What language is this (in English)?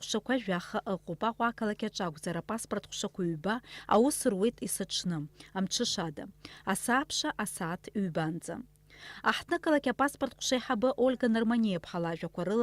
Abkhazian